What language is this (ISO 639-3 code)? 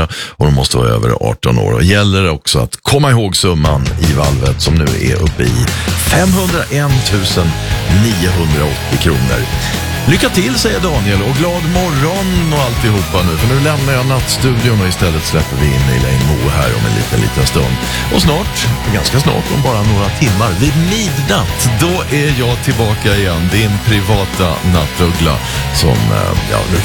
swe